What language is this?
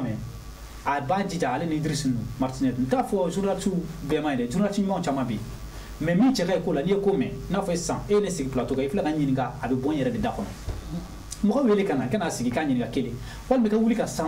Bambara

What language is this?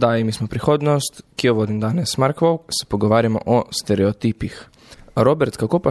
Slovenian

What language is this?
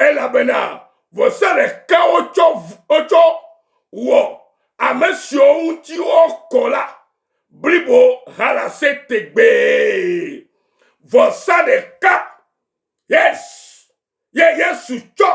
Ewe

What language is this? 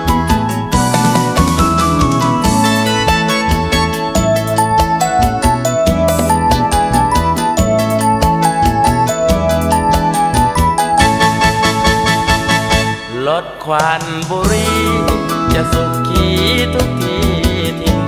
Thai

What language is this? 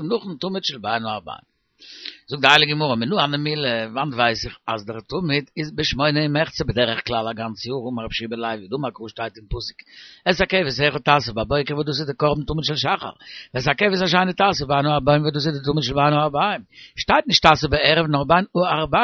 Yiddish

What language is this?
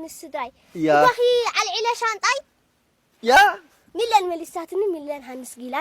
Tigrinya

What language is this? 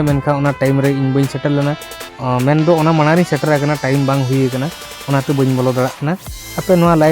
Santali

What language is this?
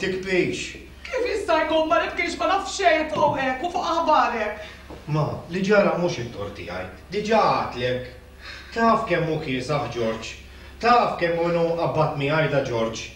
Maltese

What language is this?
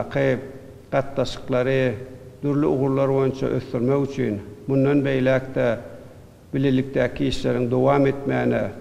Turkmen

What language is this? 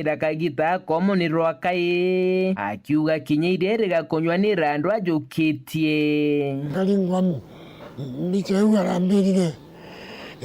Meru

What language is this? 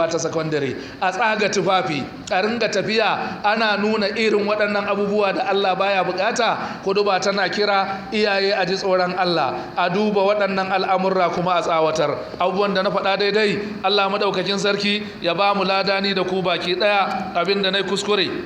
Hausa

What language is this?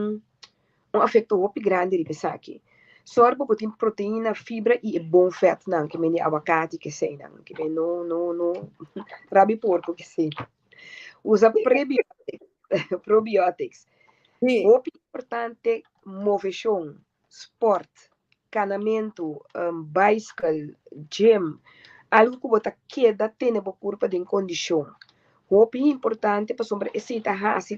Papiamento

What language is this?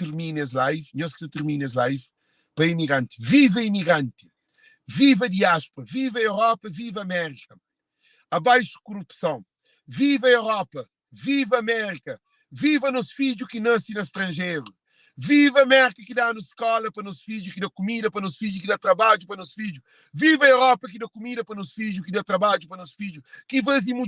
Kabuverdianu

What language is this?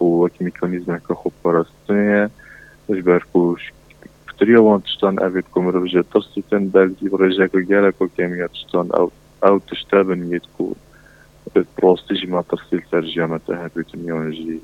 Kurdish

